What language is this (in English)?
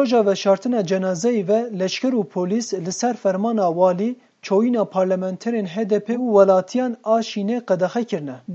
Kurdish